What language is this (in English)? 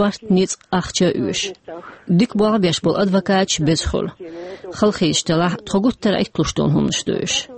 Chechen